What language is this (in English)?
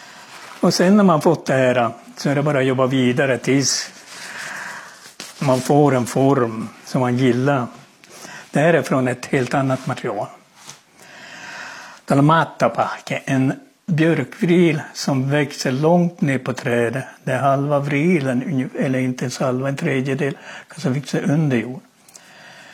Swedish